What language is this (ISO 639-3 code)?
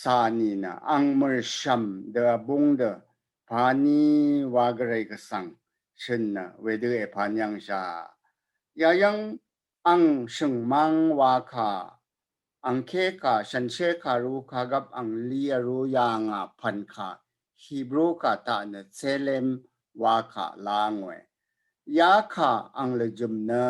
raw